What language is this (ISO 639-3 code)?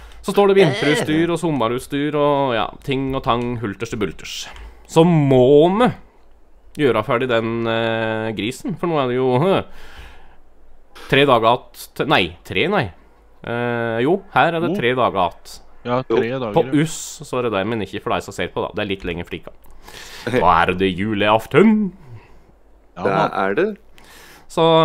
nor